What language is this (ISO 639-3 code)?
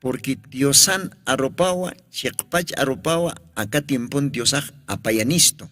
aym